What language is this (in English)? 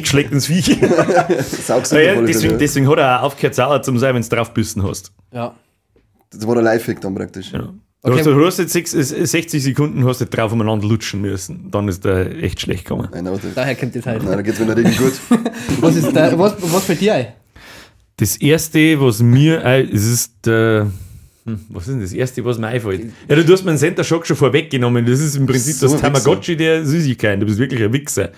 Bavarian